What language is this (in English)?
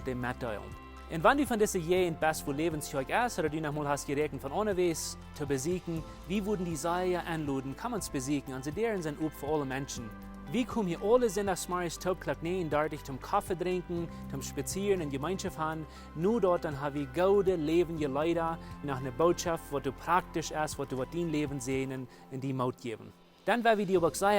Plautdietsch